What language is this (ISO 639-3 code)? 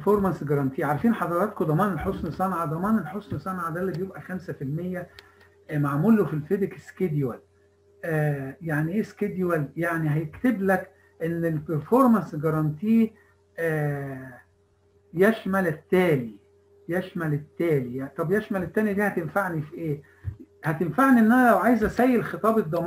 arz